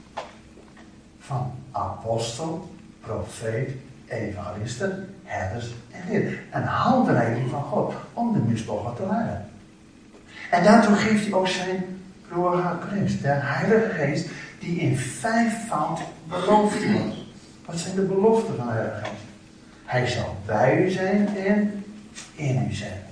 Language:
Dutch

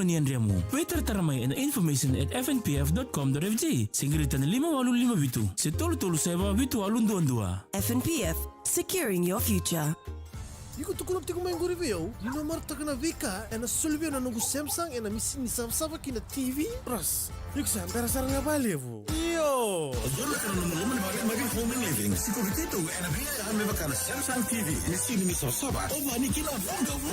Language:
Fijian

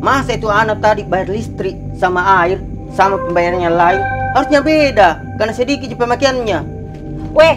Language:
Makassar Malay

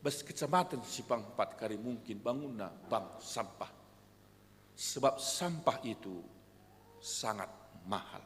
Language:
Batak Karo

